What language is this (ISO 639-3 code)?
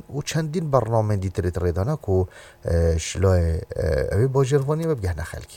kur